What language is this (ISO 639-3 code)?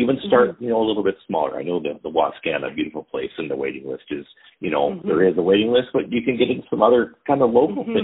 eng